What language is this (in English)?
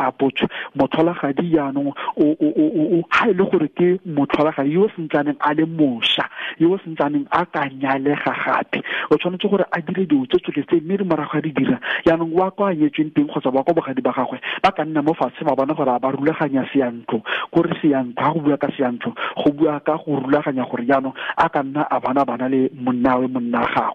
Tswana